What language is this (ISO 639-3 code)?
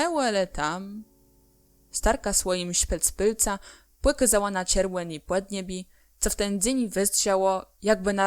csb